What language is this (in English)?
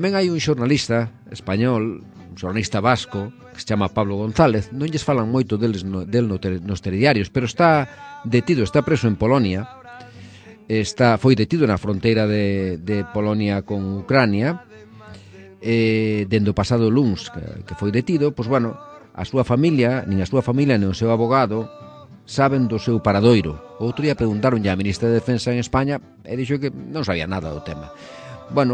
Galician